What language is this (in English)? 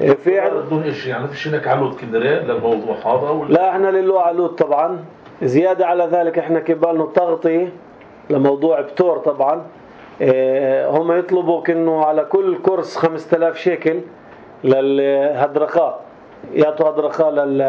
North Levantine Arabic